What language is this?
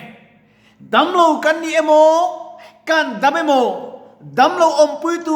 Mizo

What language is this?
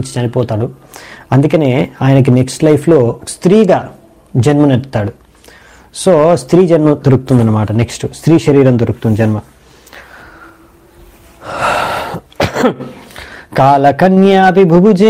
Telugu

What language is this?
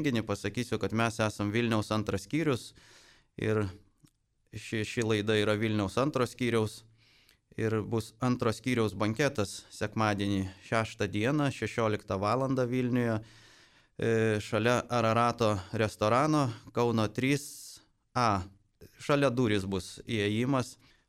Lithuanian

